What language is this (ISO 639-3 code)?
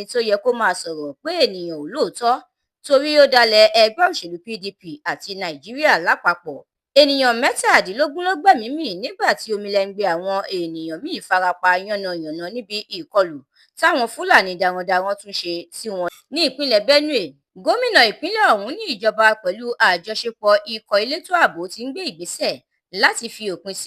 yor